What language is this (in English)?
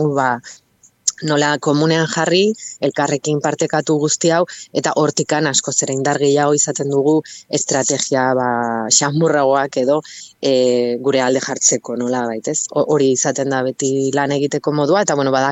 Basque